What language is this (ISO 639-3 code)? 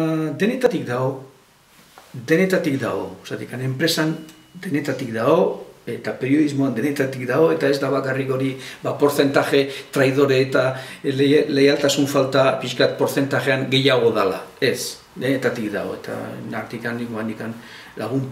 eus